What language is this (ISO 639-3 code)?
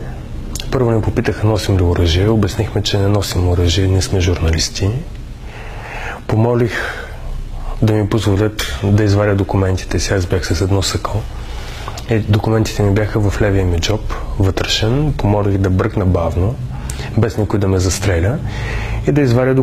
bul